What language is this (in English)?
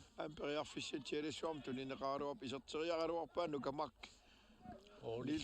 Kalaallisut